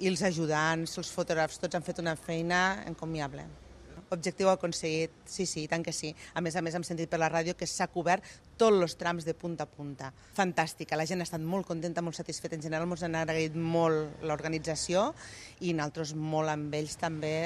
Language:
Catalan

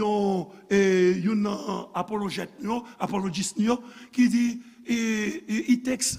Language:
Haitian Creole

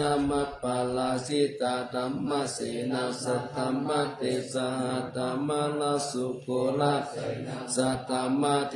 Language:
Pali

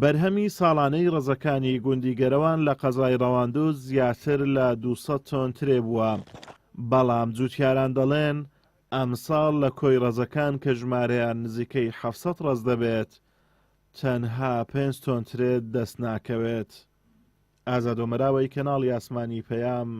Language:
Central Kurdish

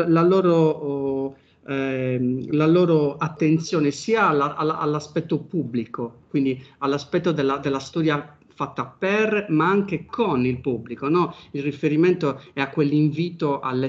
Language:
Italian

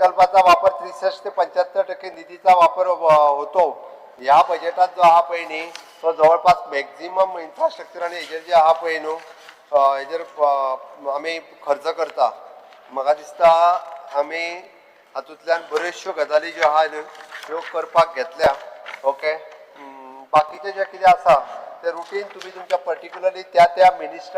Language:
Konkani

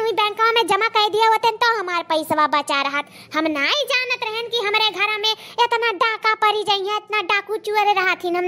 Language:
Awadhi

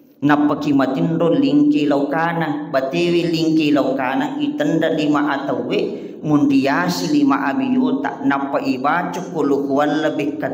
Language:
Buginese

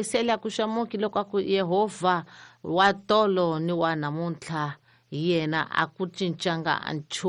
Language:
Tsonga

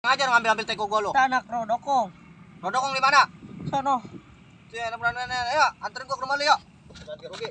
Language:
Betawi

